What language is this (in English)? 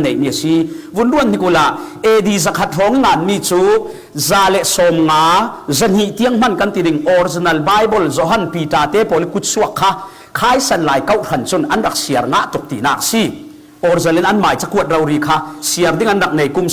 Falam Chin